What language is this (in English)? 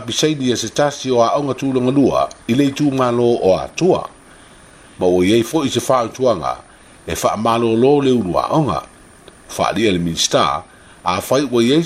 Samoan